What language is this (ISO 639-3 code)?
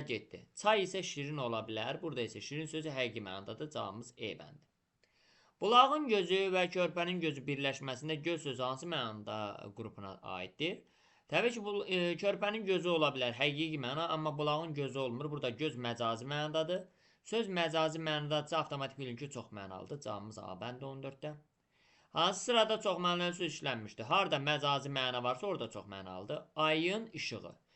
aze